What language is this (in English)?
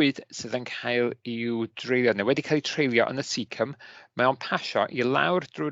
Welsh